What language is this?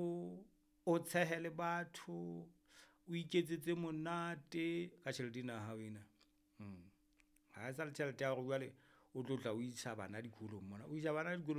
Southern Sotho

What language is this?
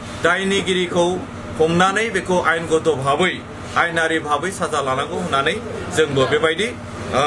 Bodo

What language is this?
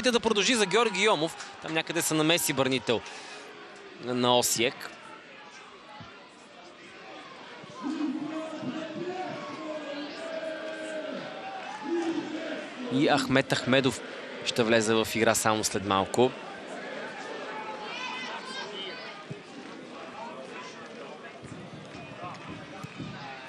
Bulgarian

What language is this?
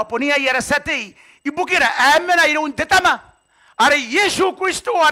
Gilbertese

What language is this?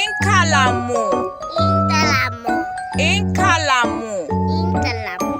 Bemba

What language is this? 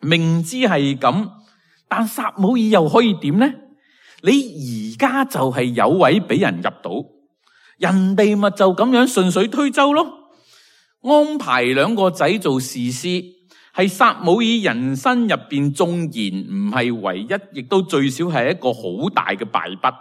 Cantonese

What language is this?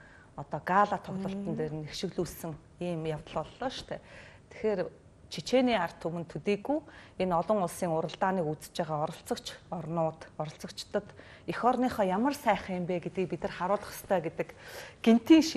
Mongolian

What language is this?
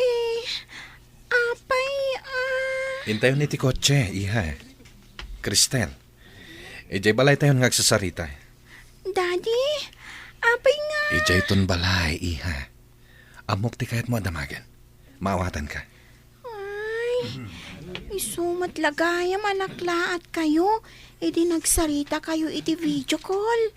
Iloko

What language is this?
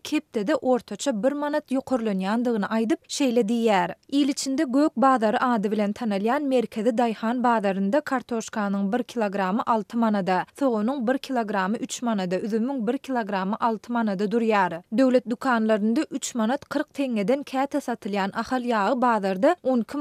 Turkmen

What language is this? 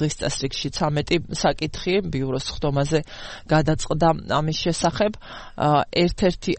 Georgian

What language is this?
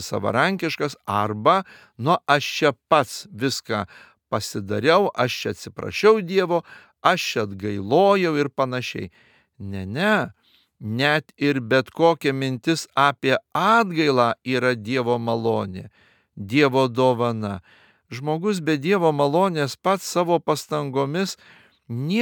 Lithuanian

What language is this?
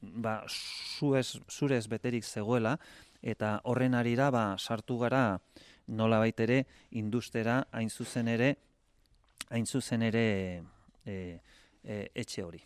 Basque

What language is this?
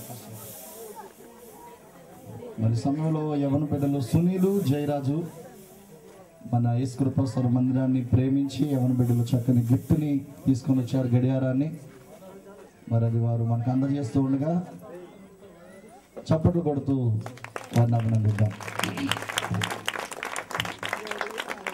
Telugu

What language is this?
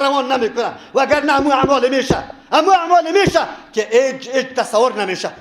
Persian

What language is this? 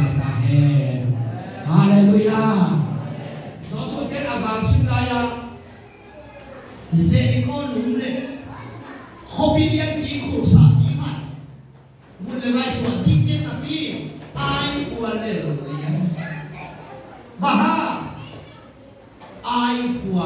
Vietnamese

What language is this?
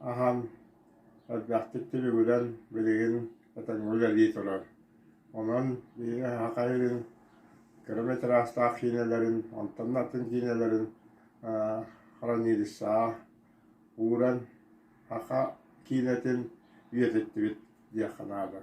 Yakut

